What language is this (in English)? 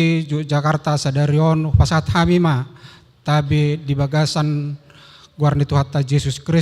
Batak Toba